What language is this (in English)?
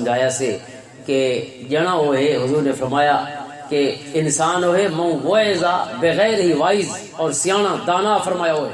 Western Panjabi